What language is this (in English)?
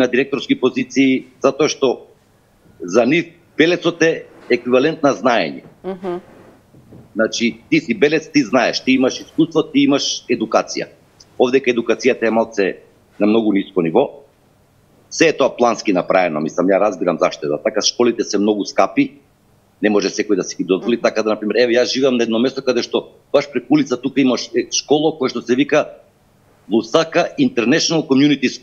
Macedonian